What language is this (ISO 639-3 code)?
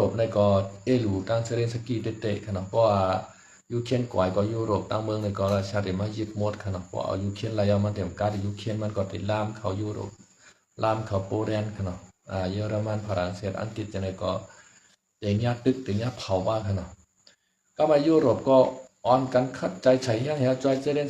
shn